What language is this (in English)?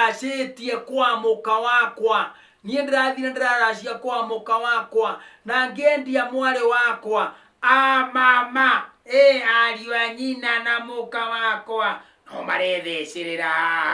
Kikuyu